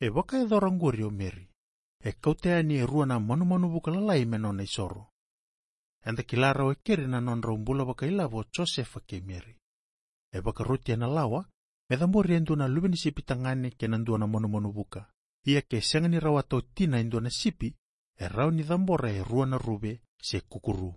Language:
Fijian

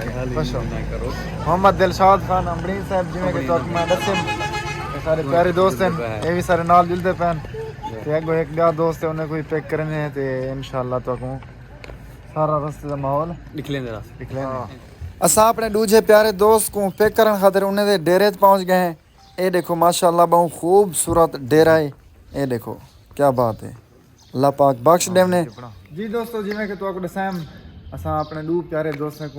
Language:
Saraiki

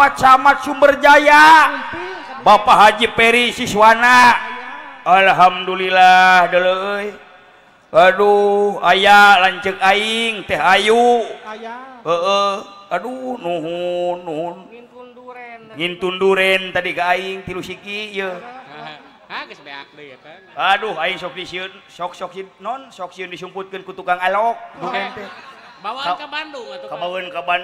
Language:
Sundanese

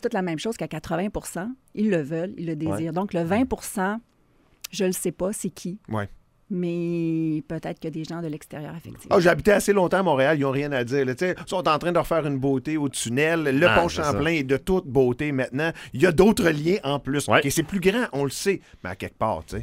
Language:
French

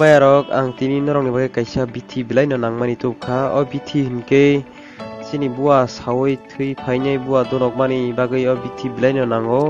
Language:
Kok Borok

